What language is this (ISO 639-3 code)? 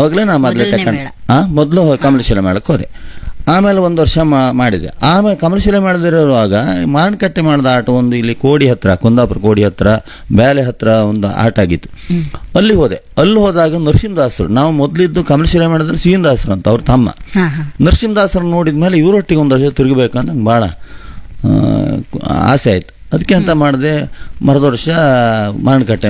kan